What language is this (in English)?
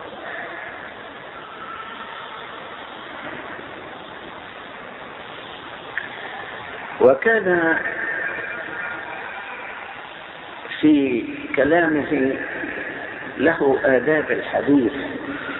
Egyptian Arabic